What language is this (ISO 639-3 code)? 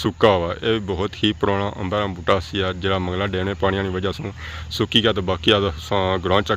phr